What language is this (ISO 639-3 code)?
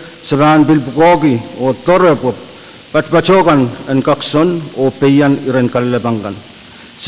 pon